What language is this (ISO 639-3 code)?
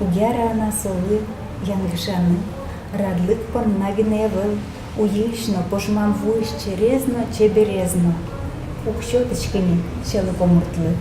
udm